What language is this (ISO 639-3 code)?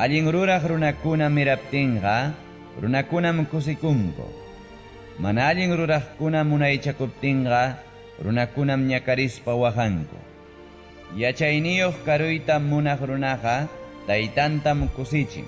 quy